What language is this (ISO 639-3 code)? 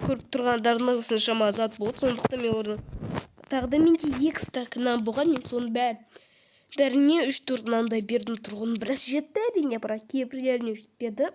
kaz